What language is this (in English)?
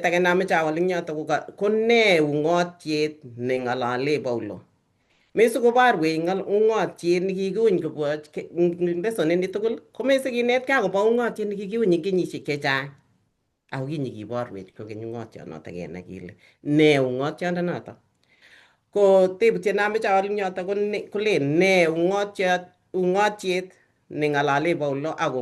Kalenjin